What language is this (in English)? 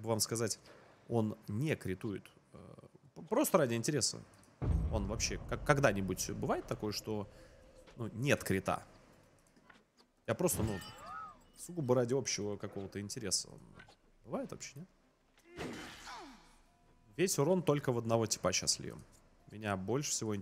Russian